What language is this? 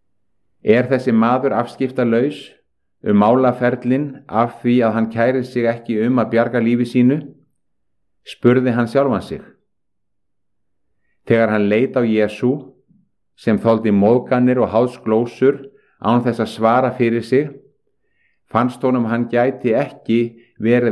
Icelandic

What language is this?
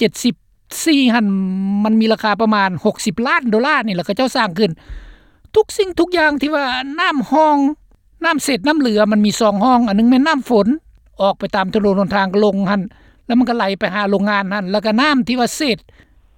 Lao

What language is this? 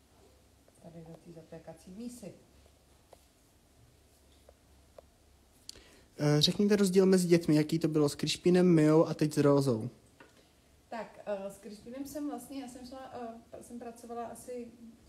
Czech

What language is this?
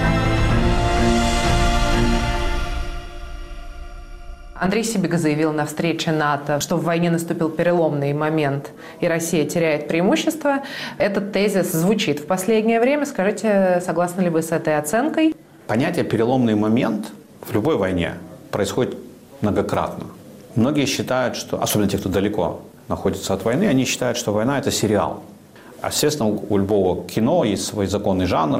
Russian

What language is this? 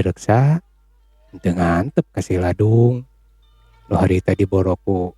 Sundanese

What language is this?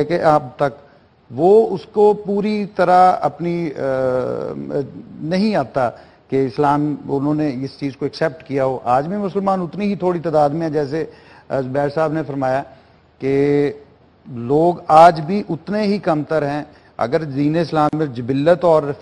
Urdu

